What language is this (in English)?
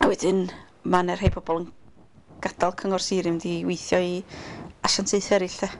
Welsh